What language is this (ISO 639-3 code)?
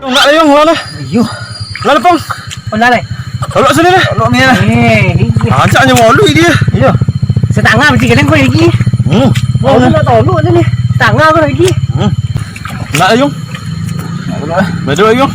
min